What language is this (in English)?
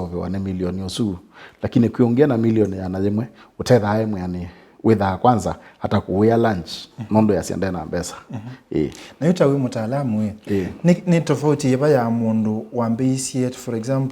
Kamba